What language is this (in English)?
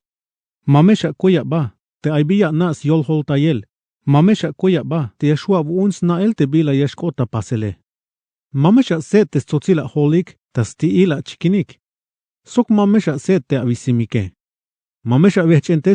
Tzeltal